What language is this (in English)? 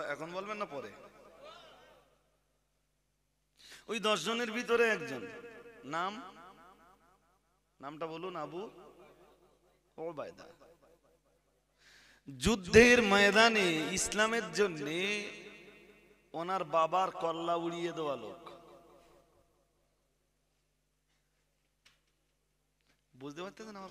Bangla